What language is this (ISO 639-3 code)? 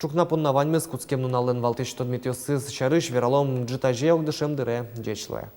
udm